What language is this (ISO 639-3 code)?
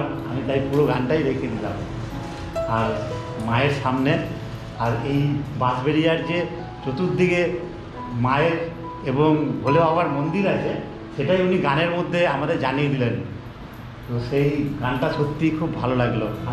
ben